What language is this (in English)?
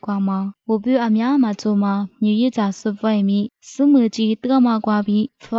Lisu